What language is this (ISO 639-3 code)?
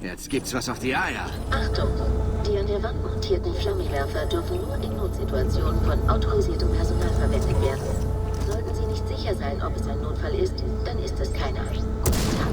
bar